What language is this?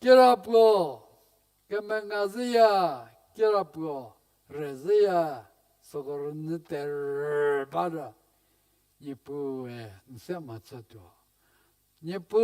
Angami Naga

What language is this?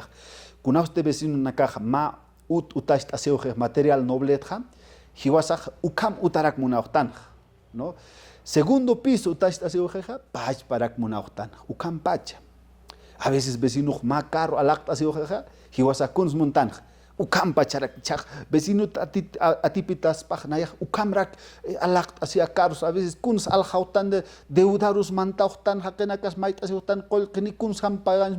Aymara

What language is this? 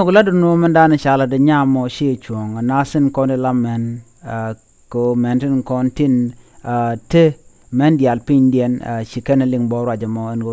Nuer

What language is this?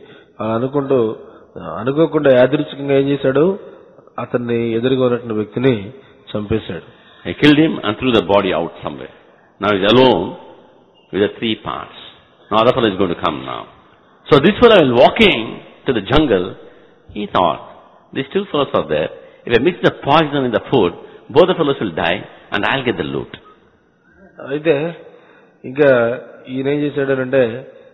Telugu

